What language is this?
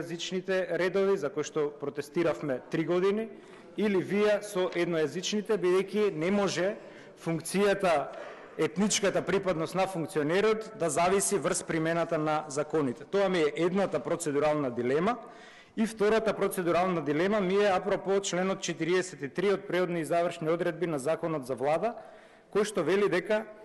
Macedonian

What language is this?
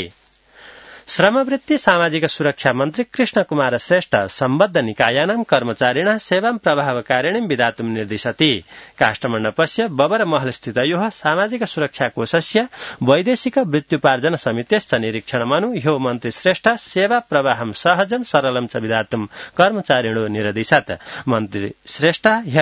Sanskrit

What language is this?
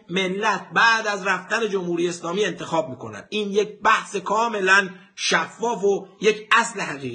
Persian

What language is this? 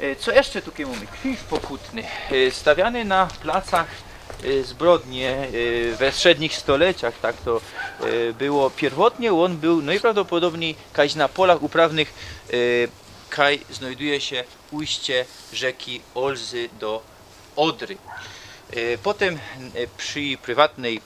Silesian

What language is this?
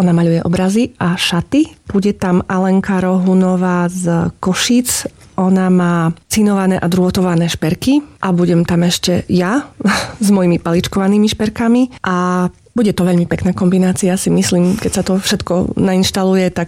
Slovak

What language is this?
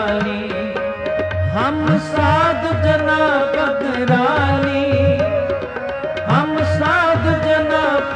Punjabi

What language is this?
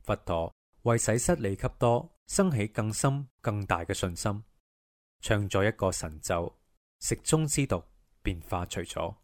Cantonese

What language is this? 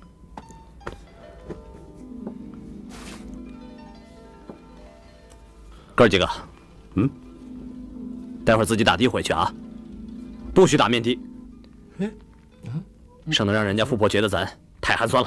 Chinese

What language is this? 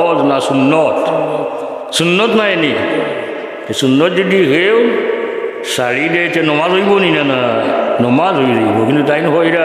Sylheti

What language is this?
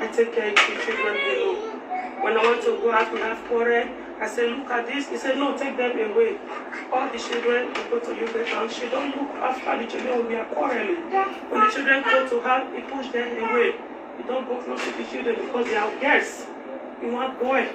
Nigerian Pidgin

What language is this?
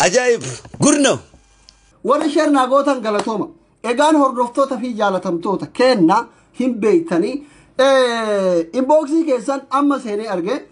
Oromo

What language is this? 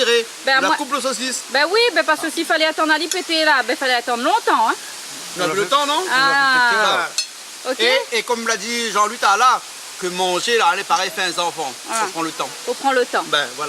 Réunion Creole French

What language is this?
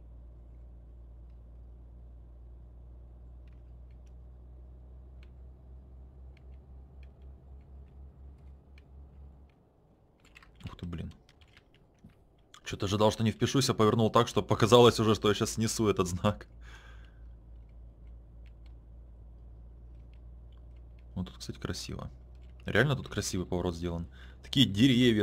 Russian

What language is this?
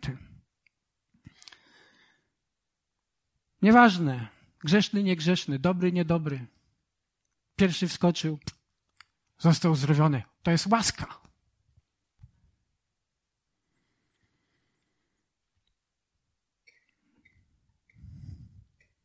Polish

